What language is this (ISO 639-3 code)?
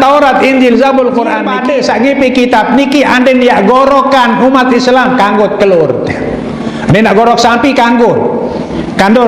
sas